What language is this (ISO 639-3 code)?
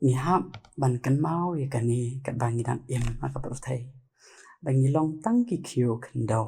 kha